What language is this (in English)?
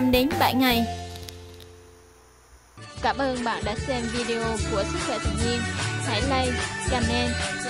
Vietnamese